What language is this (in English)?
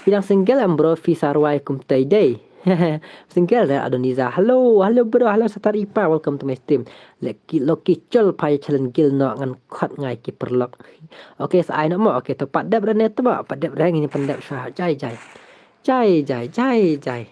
Khasi